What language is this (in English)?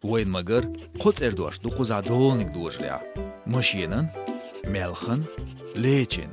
Chechen